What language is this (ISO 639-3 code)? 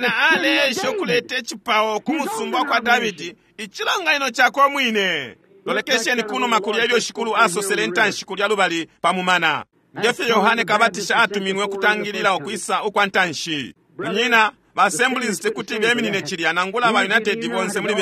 bem